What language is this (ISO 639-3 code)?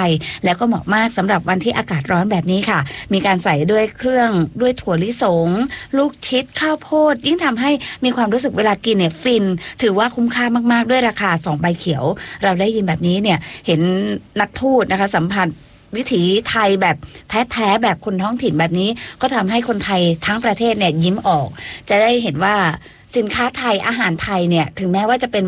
tha